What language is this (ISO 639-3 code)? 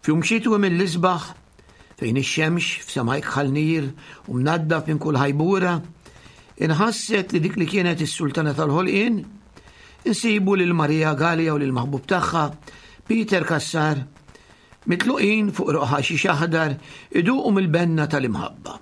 mlt